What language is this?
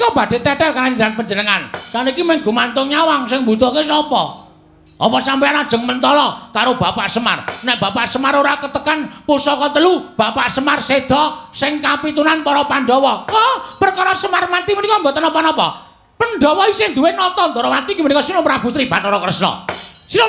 Javanese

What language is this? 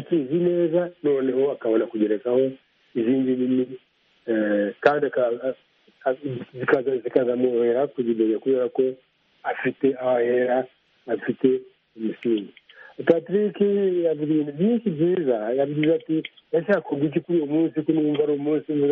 Kinyarwanda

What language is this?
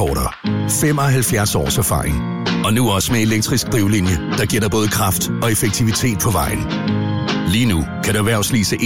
Danish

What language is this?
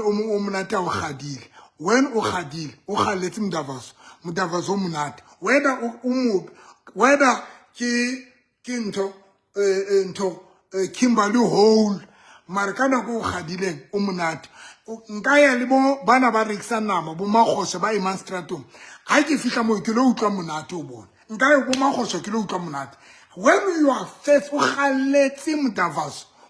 Southern Sotho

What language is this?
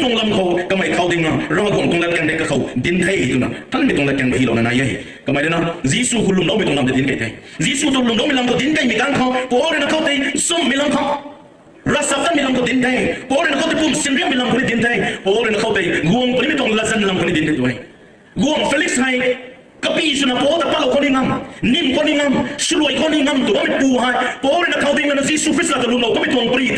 Rongmei Naga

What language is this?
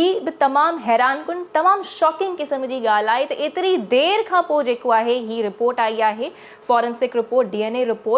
Sindhi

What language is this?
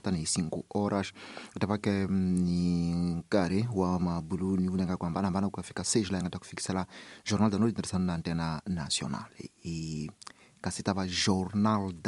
Tsonga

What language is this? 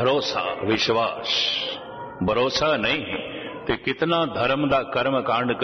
Punjabi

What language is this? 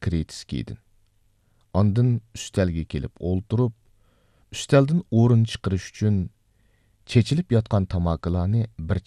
Uyghur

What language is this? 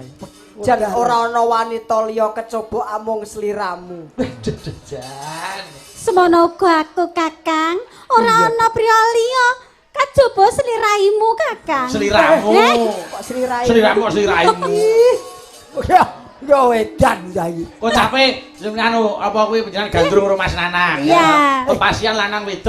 Javanese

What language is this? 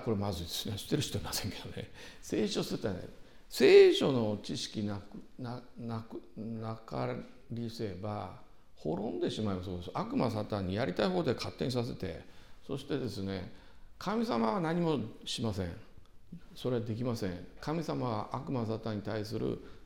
Japanese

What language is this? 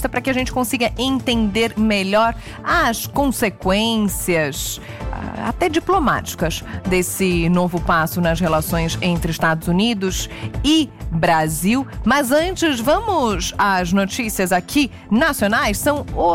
Portuguese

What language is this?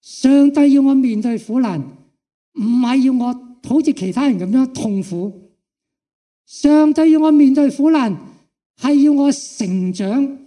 Cantonese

